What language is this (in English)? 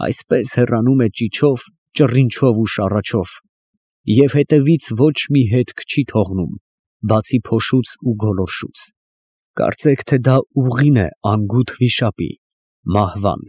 Armenian